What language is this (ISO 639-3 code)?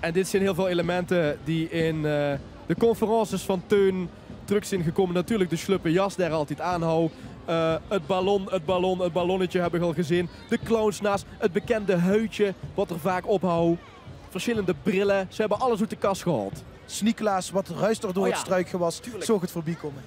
lim